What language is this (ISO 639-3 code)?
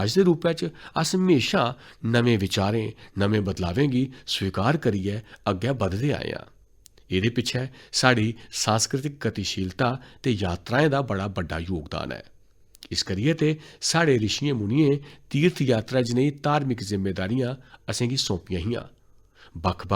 doi